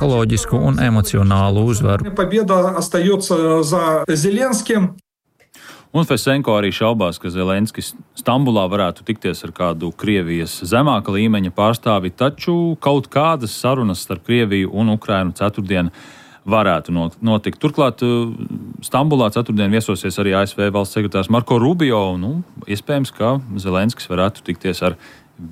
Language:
Latvian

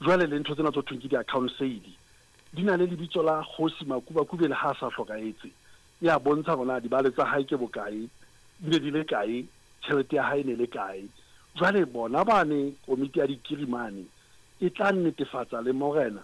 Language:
Southern Sotho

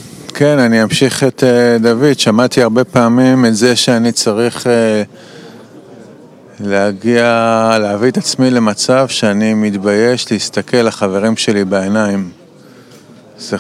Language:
Hebrew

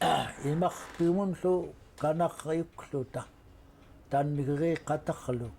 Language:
Central Yupik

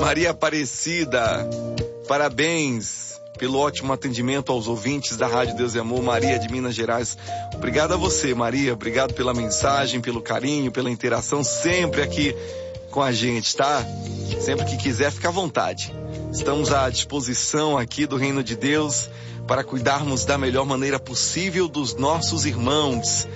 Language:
Portuguese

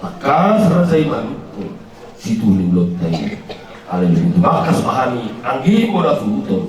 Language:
Batak Toba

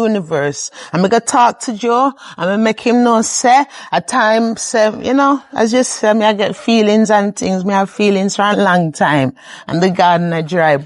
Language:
Jamaican Creole English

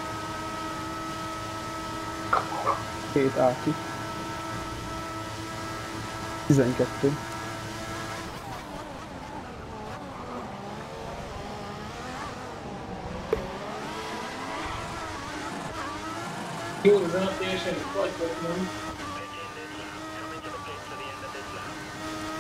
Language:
Hungarian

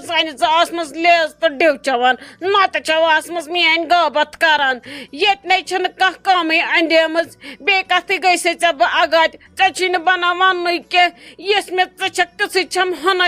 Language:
Kashmiri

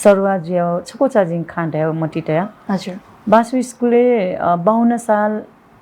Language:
Newari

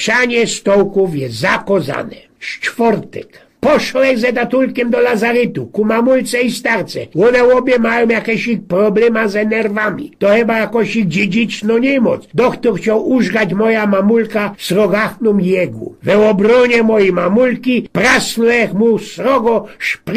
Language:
Silesian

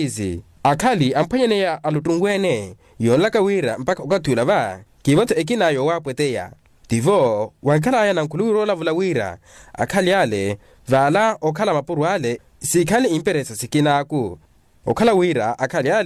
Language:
Makhuwa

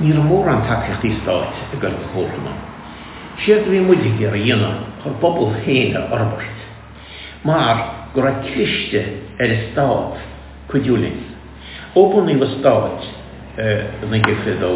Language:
Irish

